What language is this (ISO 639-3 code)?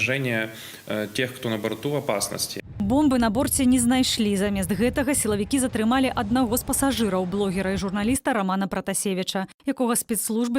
bel